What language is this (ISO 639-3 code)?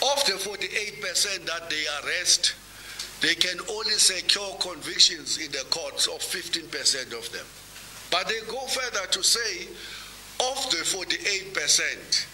eng